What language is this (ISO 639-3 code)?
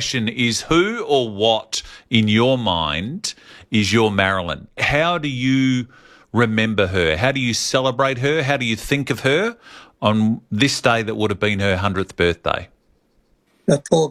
eng